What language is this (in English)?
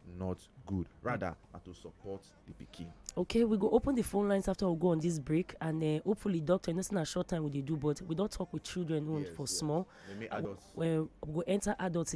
Nigerian Pidgin